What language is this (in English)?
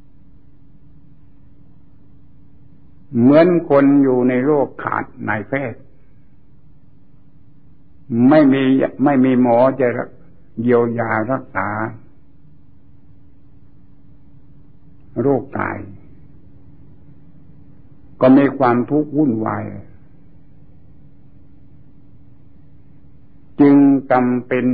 Thai